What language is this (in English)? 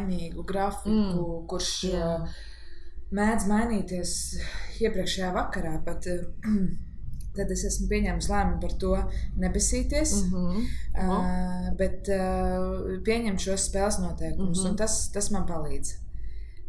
Latvian